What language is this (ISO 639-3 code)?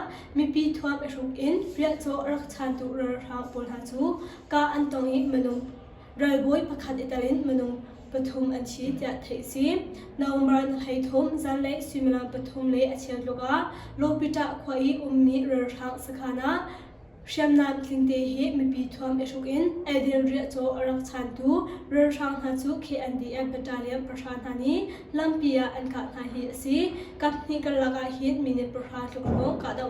cnh